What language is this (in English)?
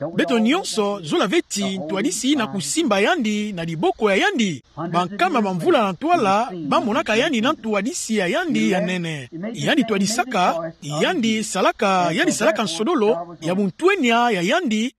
Kituba (Democratic Republic of Congo)